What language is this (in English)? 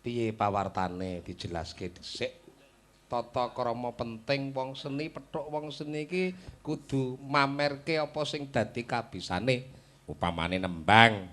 Javanese